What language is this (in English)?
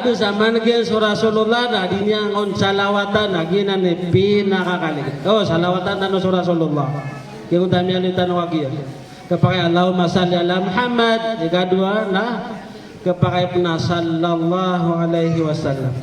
Maranao